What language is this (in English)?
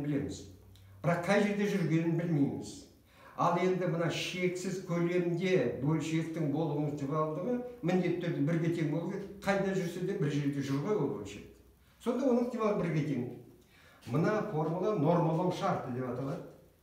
Kazakh